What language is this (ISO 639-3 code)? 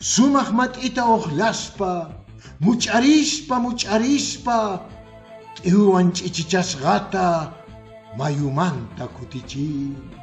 que